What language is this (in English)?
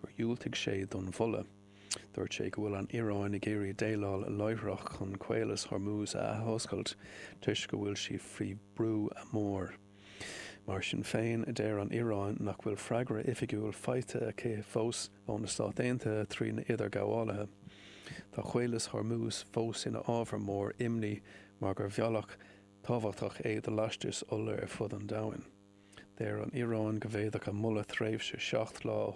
Irish